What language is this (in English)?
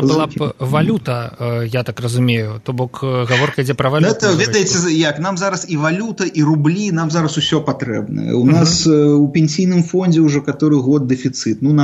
Belarusian